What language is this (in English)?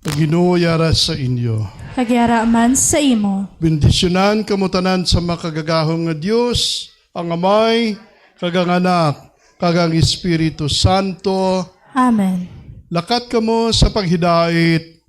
Hiligaynon